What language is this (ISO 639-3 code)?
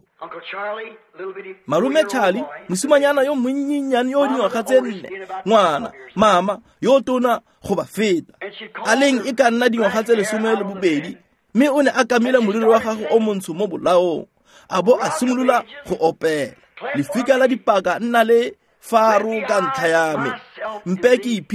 tsn